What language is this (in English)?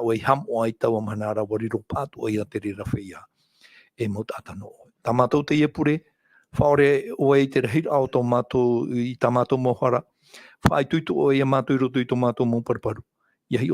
Tahitian